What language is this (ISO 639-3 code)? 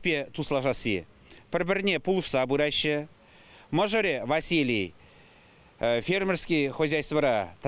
chv